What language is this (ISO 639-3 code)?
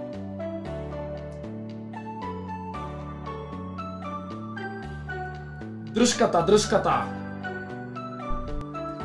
bul